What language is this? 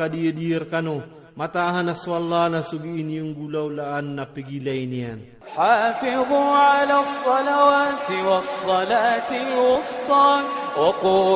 Iranun (Philippines)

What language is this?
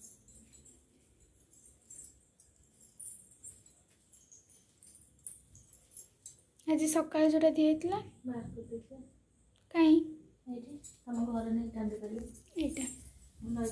Odia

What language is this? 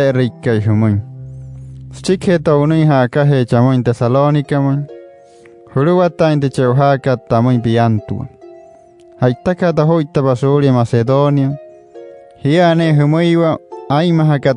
Wayuu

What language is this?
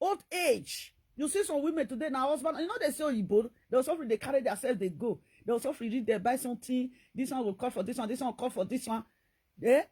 Nigerian Pidgin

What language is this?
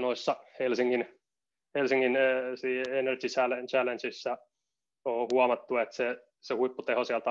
Finnish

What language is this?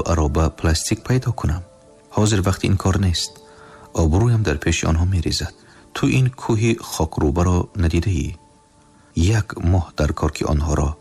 Tajik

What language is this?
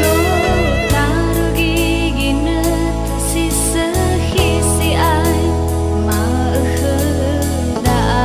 Nias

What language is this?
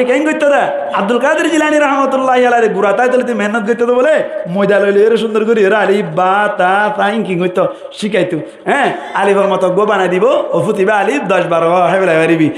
Rohingya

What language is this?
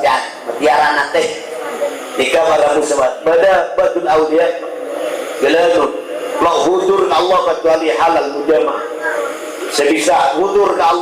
Madurese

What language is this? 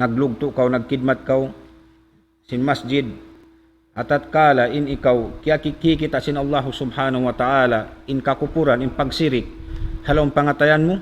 Tausug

